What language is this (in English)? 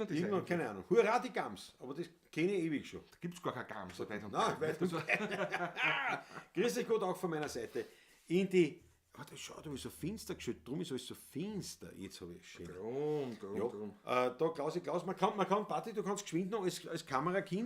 Bavarian